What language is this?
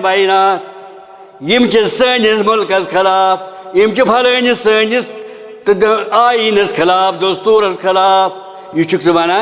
Kashmiri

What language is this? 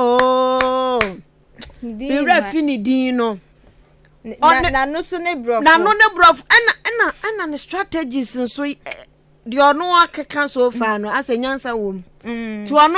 Akan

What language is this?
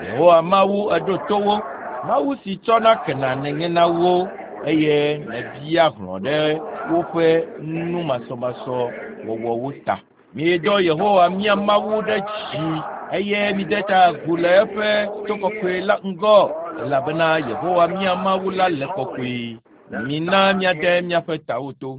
Ewe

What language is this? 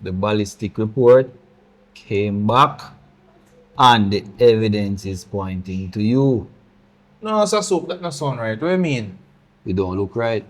Jamaican Creole English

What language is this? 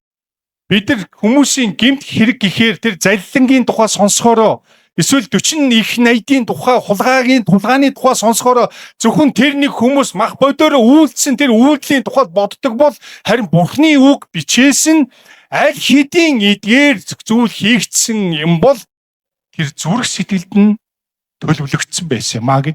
Mongolian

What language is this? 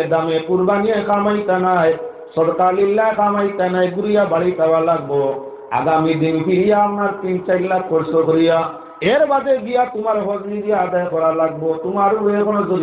Sylheti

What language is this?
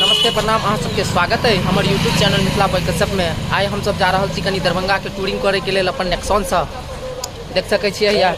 Maithili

